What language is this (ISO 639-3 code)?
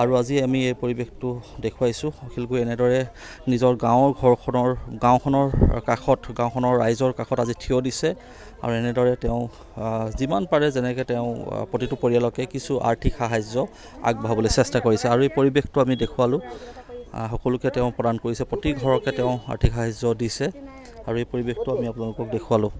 asm